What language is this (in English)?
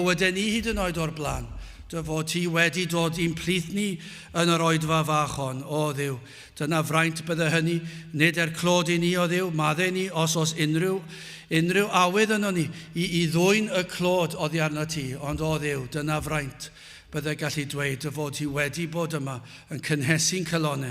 Welsh